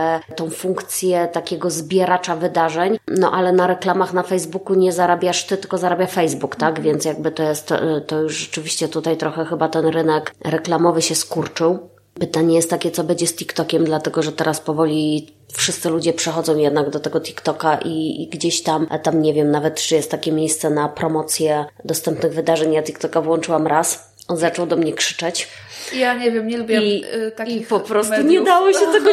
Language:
Polish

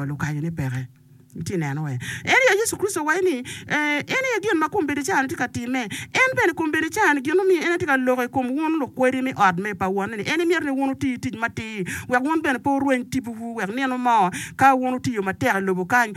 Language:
Acoli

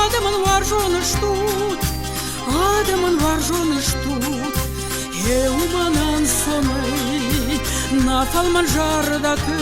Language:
Ossetic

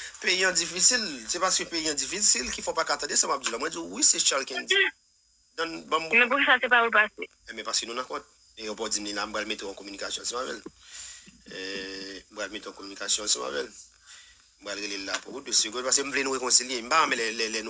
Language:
Haitian Creole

